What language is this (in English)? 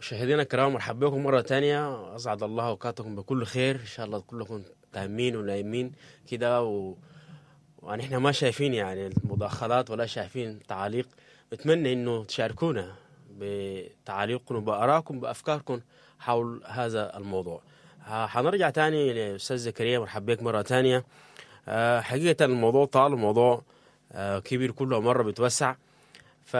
Sudanese Arabic